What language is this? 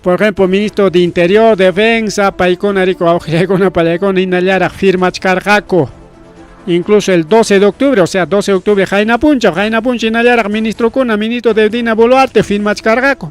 Ayacucho Quechua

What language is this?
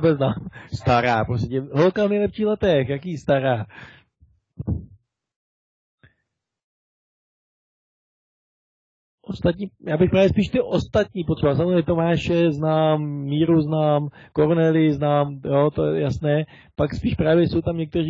Czech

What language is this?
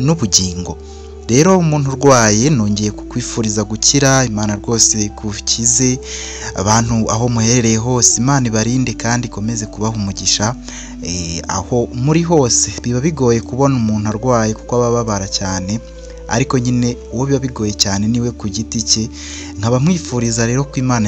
Kinyarwanda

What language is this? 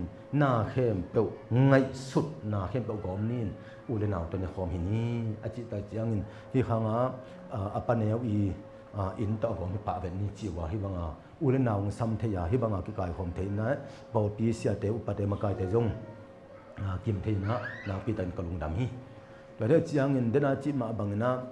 Tedim Chin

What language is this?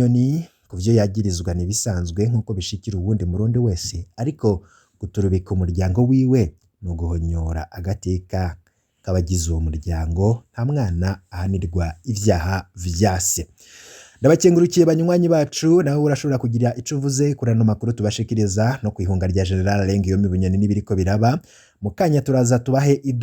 Rundi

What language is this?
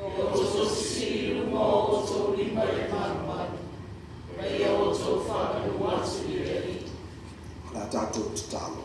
Samoan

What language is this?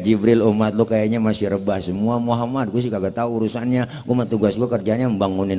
Betawi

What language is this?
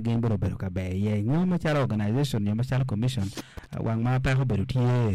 Acoli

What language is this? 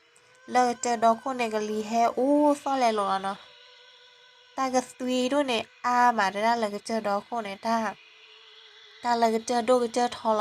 S'gaw Karen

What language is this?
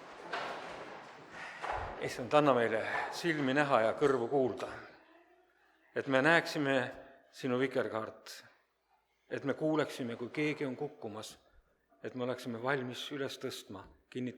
Estonian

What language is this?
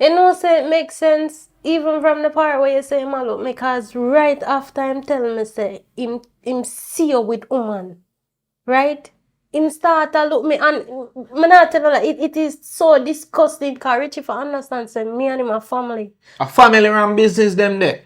Jamaican Creole English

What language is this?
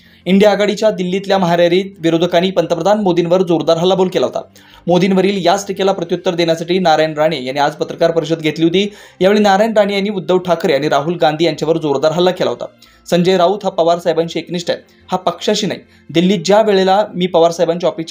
Marathi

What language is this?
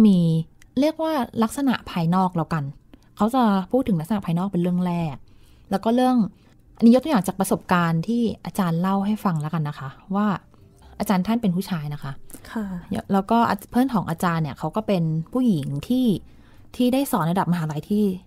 Thai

